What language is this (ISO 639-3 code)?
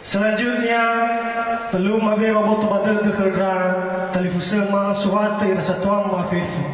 nia